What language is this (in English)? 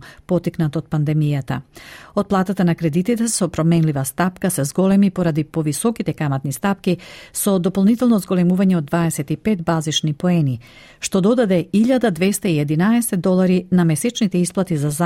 Macedonian